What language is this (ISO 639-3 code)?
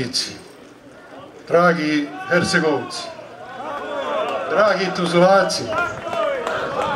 bos